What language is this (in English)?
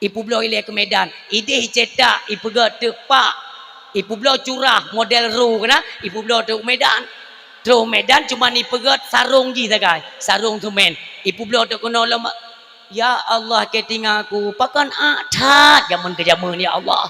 Achinese